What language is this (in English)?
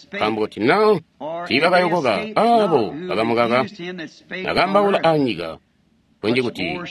Tonga (Zambia)